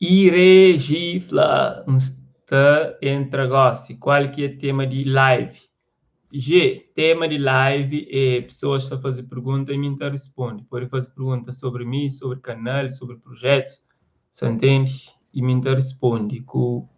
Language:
Kabuverdianu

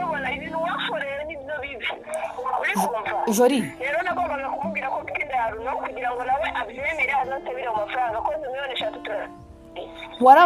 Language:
Kinyarwanda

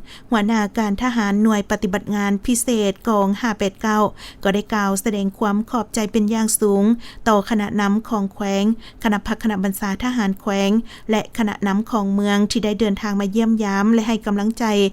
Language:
Lao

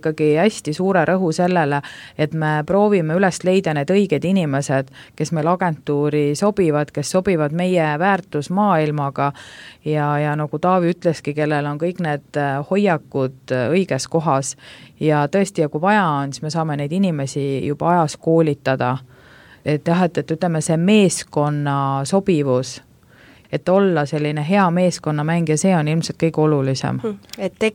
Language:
Estonian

